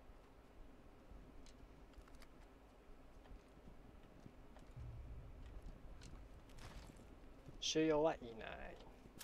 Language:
Japanese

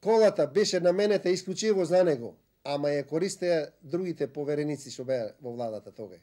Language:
Macedonian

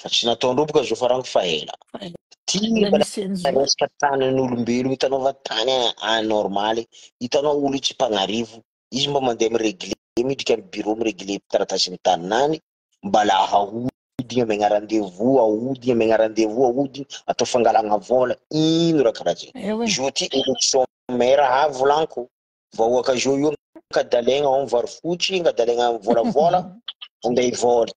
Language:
Malagasy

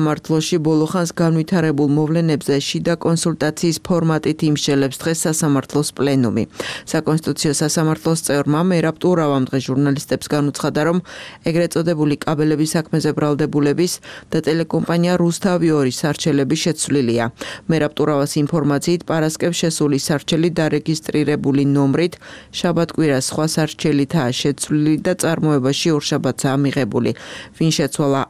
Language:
Georgian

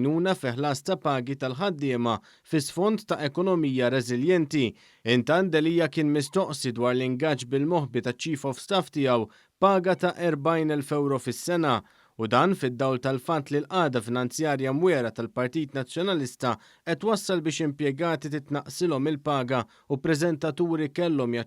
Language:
Maltese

